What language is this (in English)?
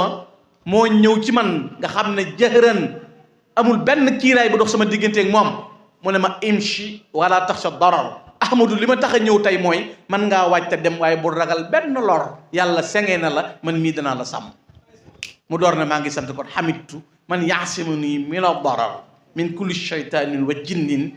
Wolof